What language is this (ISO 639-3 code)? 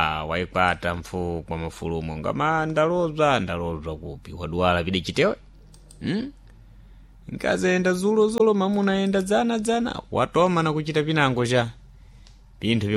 seh